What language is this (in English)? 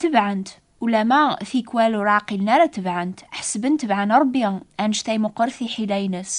Kabyle